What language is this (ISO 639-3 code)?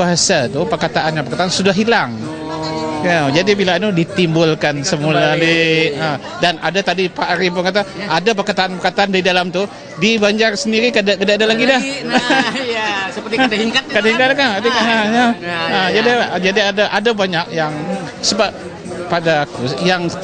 bjn